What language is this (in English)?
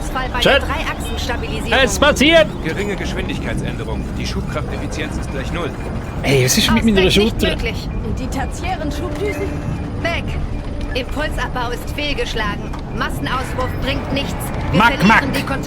Swiss German